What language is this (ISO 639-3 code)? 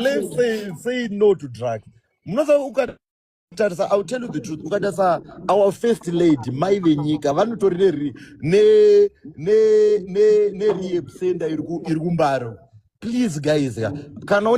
sna